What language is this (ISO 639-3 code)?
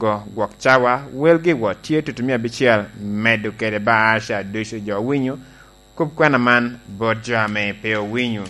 laj